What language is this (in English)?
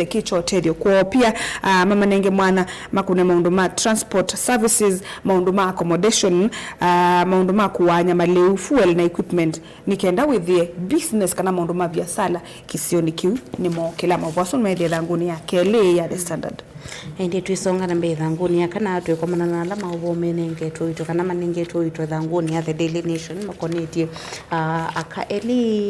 Kamba